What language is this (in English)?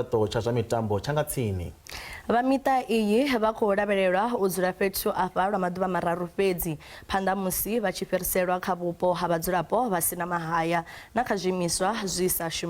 Venda